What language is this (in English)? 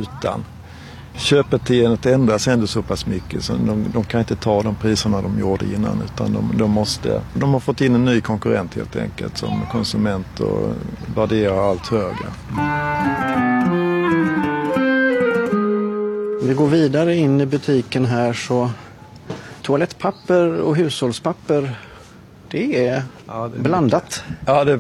Swedish